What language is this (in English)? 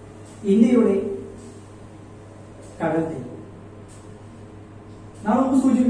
Malayalam